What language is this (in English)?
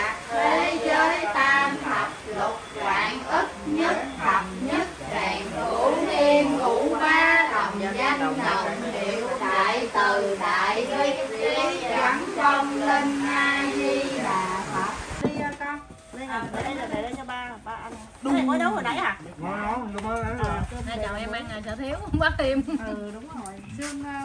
Vietnamese